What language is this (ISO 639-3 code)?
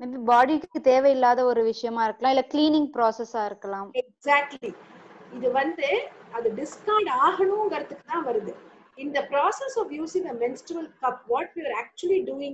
tam